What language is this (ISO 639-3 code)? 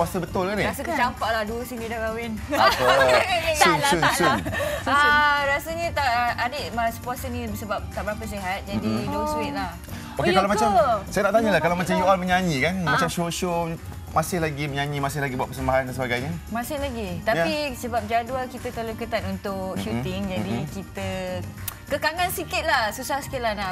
msa